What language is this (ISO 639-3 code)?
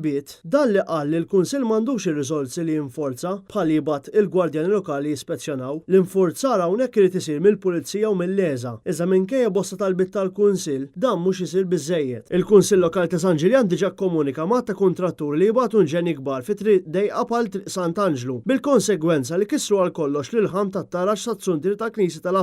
mlt